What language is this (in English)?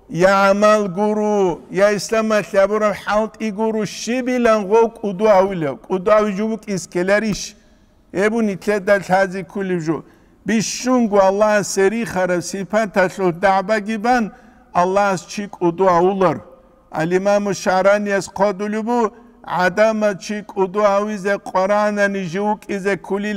Avaric